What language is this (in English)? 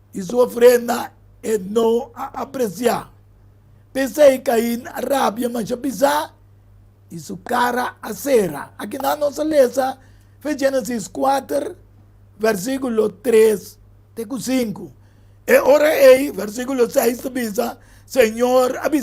Papiamento